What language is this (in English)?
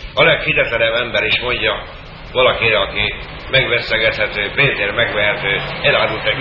Hungarian